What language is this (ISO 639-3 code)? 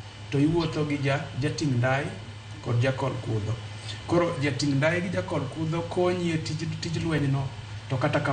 luo